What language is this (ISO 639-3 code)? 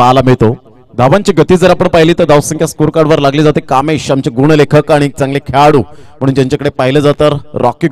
mar